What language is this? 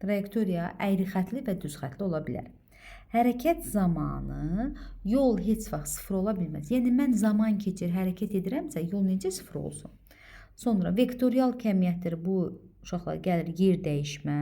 Azerbaijani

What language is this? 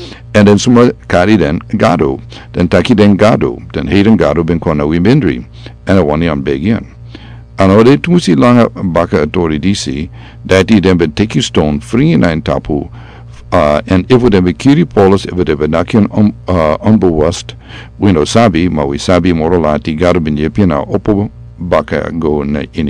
Sranan Tongo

